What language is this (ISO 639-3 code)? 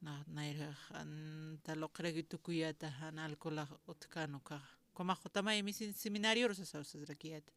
aym